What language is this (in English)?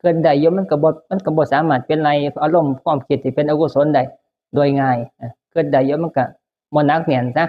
Northeastern Thai